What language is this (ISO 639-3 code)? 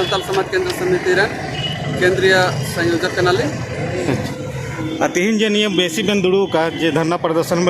sat